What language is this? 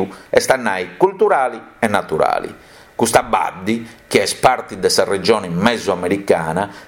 Sardinian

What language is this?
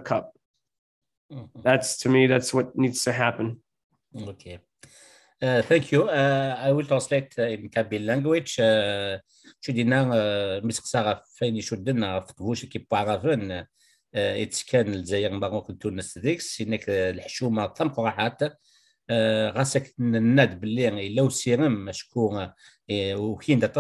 Kabyle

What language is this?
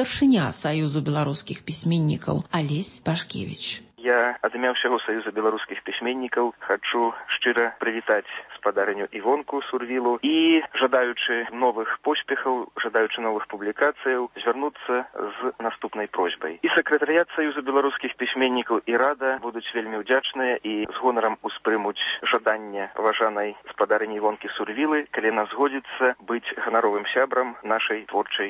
Belarusian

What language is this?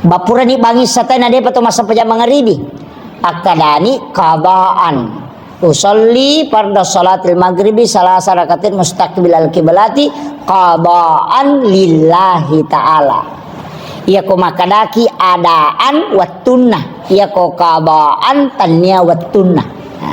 Buginese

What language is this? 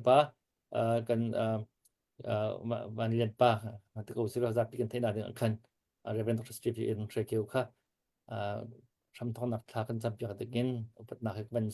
Hakha Chin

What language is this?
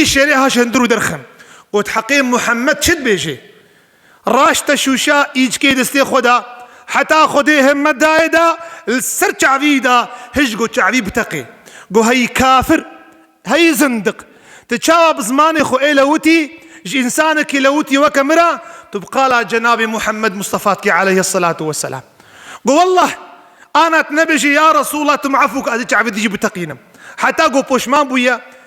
Kurdish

